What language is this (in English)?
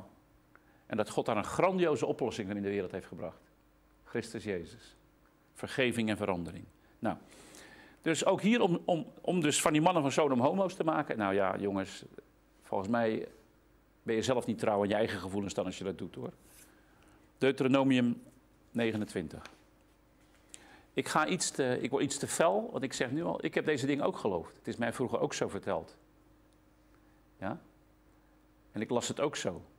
Dutch